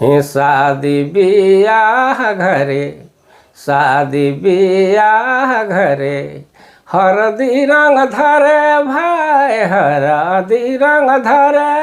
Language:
Sadri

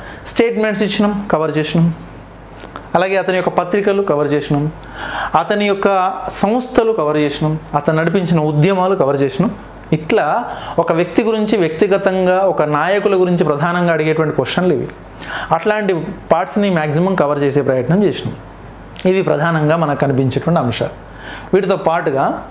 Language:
Telugu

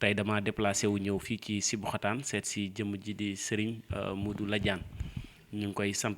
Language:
Wolof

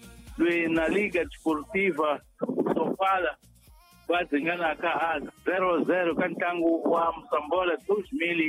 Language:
Tsonga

